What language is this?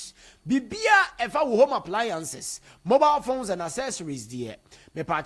Akan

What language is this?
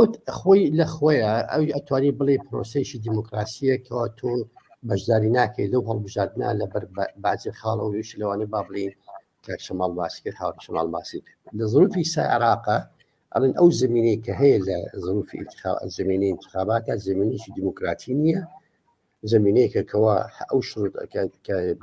Central Kurdish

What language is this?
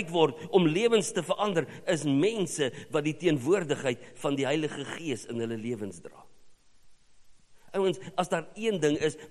Afrikaans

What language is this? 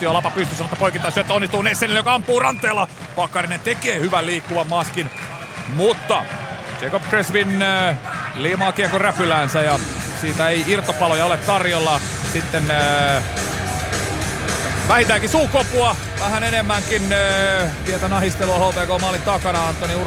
Finnish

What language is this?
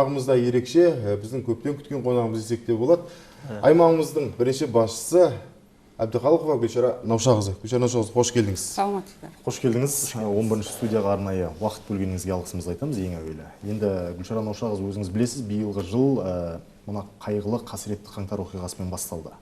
Kazakh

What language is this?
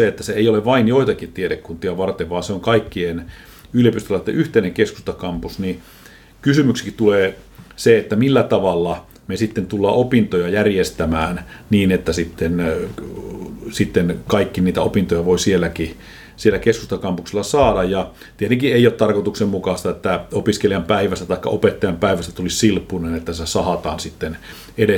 Finnish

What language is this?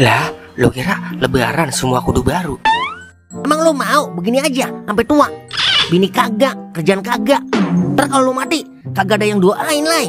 Betawi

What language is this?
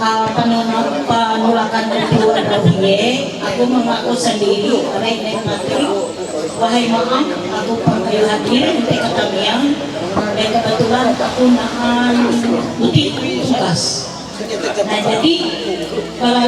Ma'anyan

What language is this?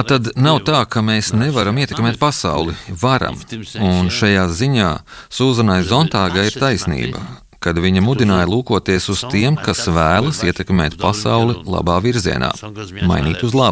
Latvian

